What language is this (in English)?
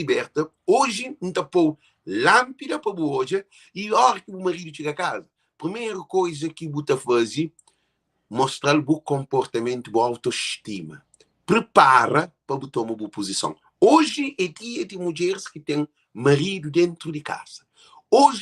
Kabuverdianu